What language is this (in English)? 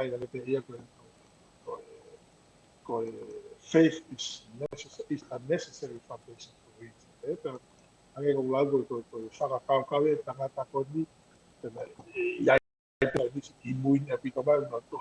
Tongan